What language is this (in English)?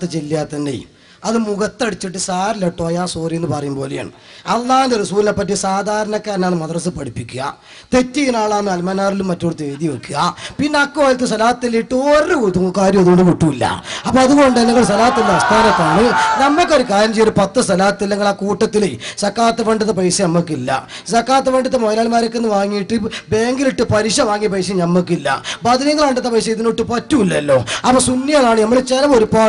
Malayalam